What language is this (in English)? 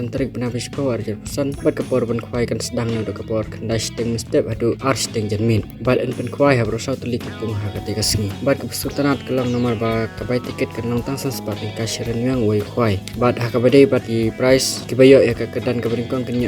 Khasi